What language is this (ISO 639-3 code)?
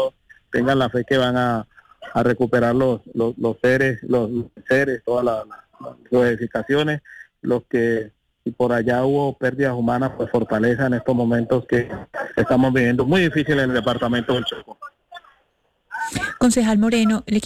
spa